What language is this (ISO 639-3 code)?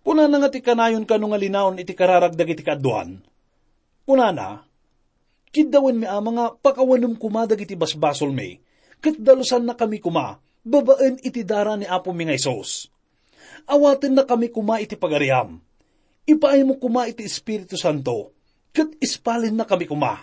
ilo